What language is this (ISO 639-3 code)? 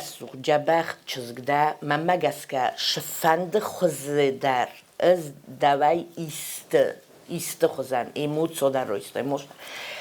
oss